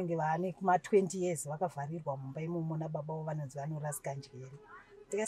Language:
Shona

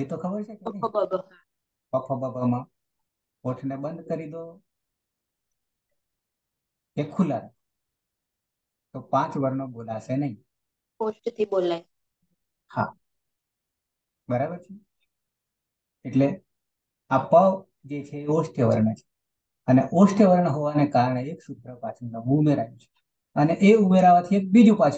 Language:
Gujarati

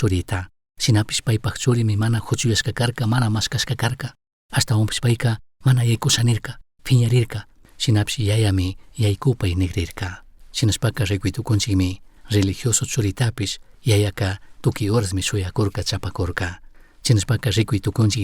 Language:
Chimborazo Highland Quichua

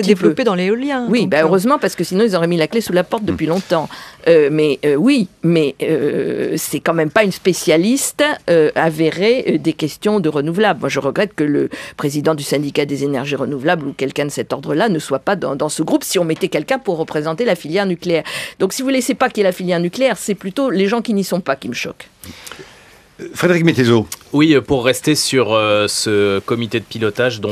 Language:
French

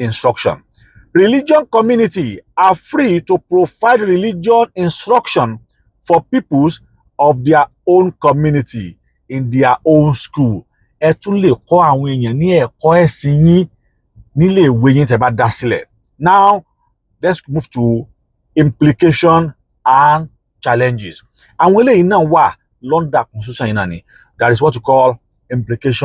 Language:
Yoruba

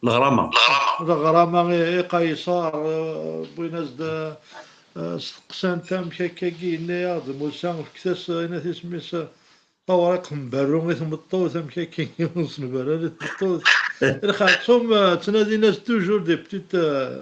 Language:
Kabyle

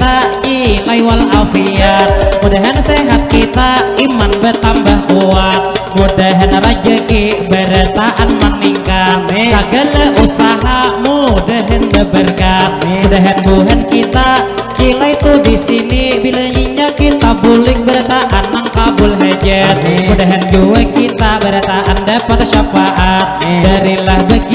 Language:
Banjar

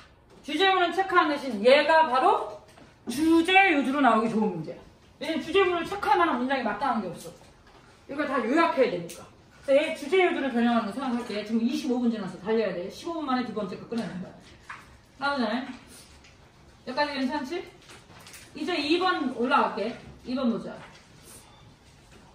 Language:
Korean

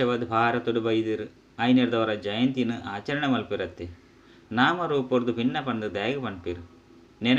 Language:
Tulu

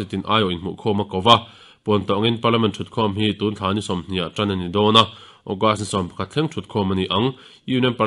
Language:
Mizo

